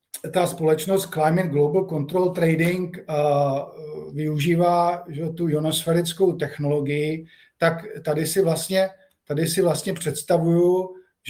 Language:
Czech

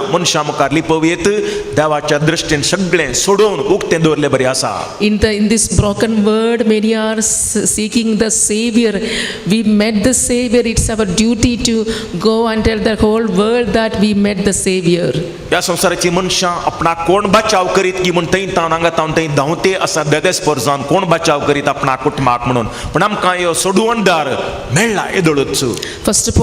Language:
Konkani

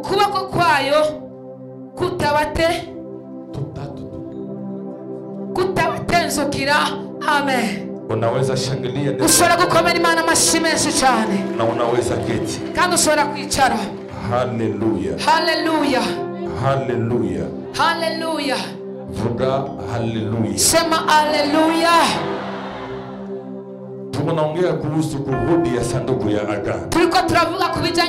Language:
Kinyarwanda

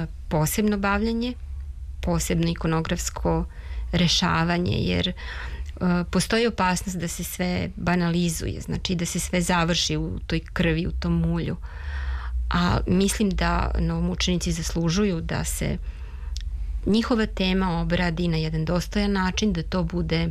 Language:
Serbian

